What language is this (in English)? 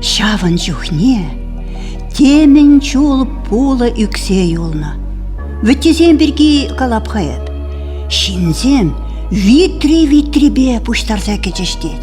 Chuvash